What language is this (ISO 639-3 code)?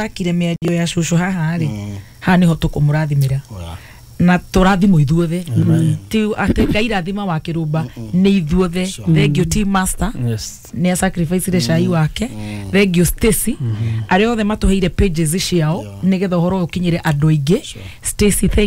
kik